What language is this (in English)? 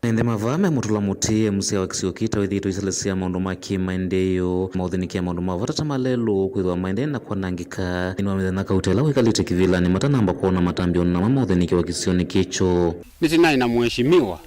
Kamba